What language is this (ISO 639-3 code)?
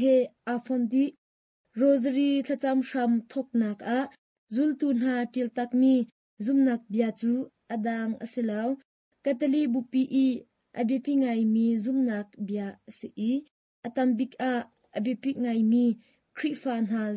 cnh